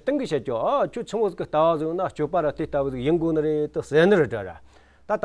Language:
Amdo Tibetan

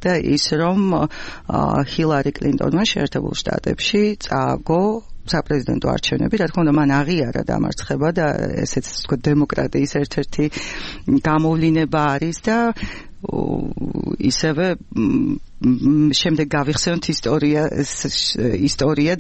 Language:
Georgian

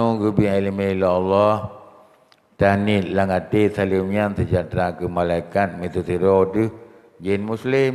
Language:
Achinese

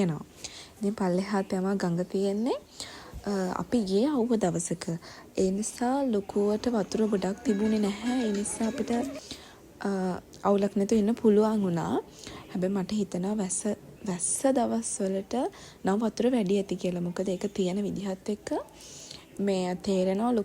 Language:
Sinhala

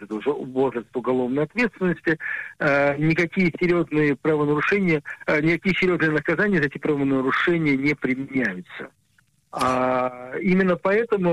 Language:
Russian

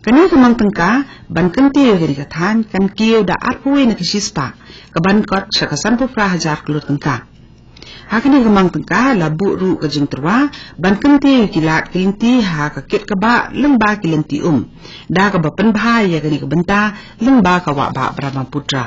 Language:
Khasi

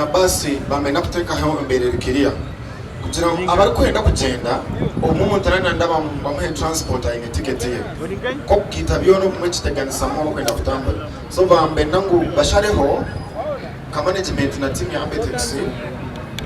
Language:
Nyankole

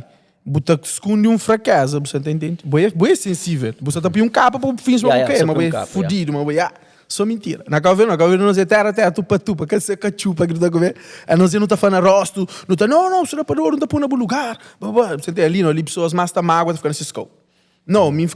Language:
Kabuverdianu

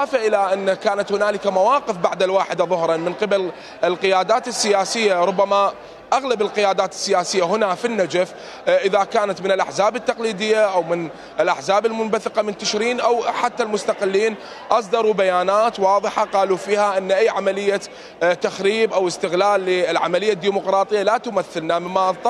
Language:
Mesopotamian Arabic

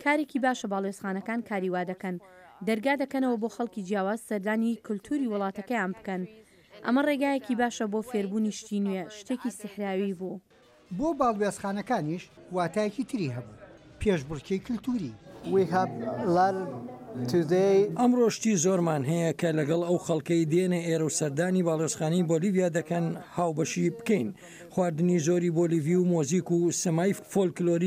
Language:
Central Kurdish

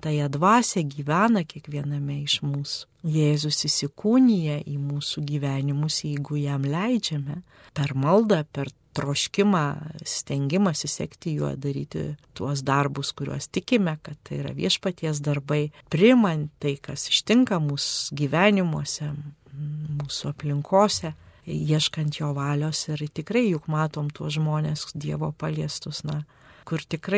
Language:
Lithuanian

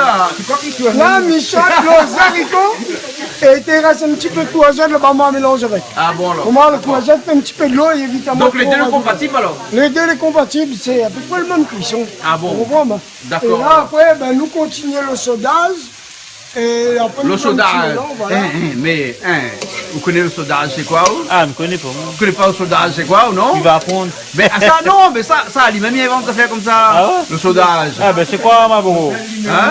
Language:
Réunion Creole French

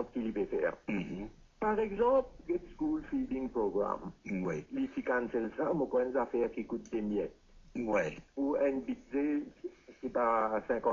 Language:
Morisyen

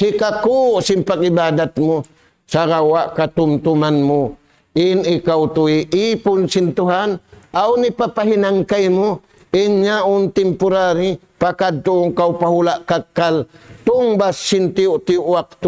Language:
Tausug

